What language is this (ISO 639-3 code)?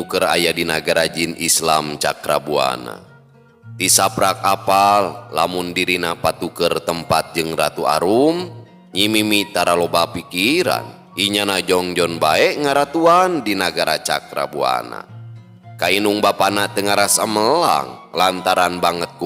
sun